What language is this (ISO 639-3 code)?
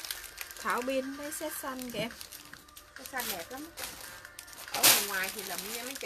vie